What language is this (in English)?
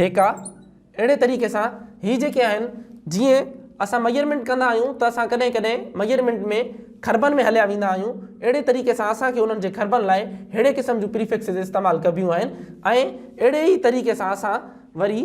Sindhi